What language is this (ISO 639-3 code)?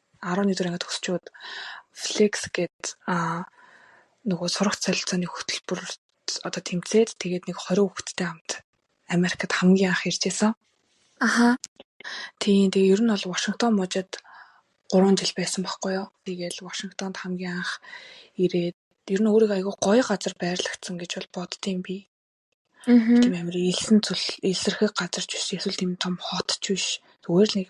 mon